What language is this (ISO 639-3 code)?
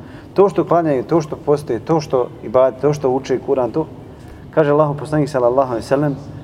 bos